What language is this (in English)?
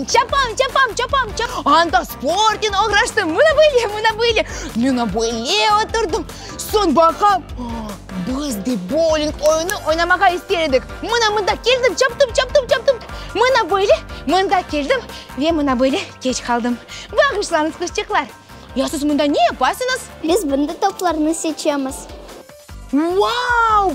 Crimean Tatar